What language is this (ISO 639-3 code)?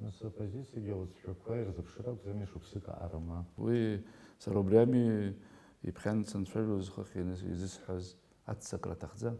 abk